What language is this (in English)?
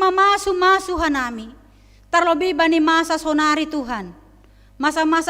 Batak Simalungun